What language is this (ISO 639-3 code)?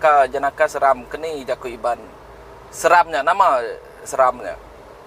iba